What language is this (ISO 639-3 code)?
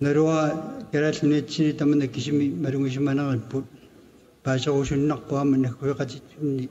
kal